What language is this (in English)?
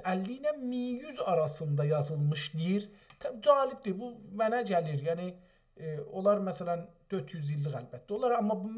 South Azerbaijani